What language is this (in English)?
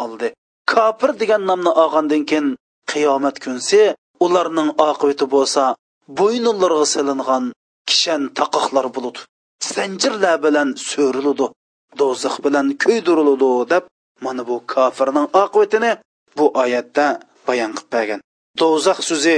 Uyghur